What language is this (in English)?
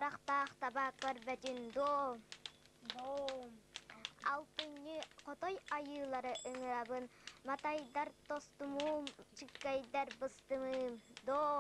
Yakut